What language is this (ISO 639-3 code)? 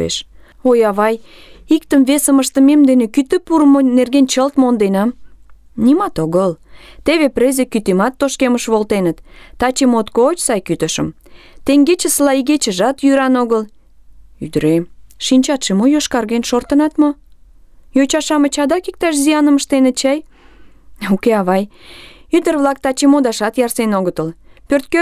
chm